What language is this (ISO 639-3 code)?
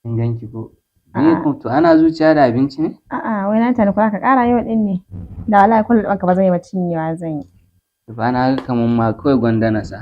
hau